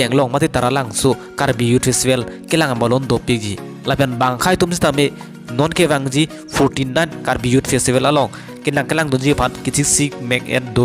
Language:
Karbi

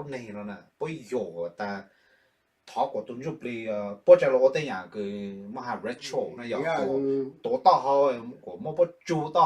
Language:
Hmong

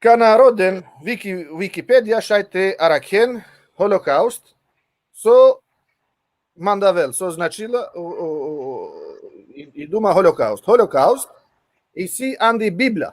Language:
Balkan Romani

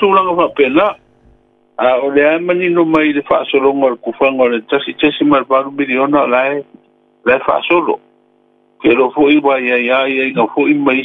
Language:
Samoan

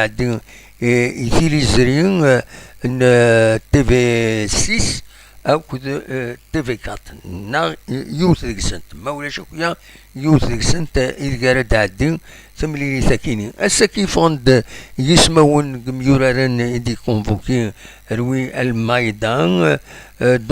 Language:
Kabyle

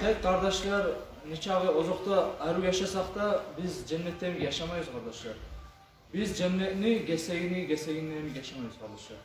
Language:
Kumyk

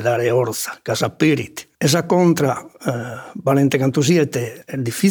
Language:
Sardinian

